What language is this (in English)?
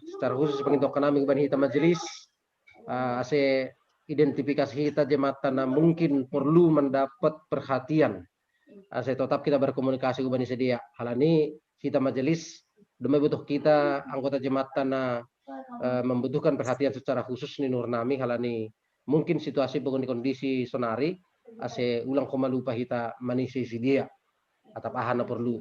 Batak Simalungun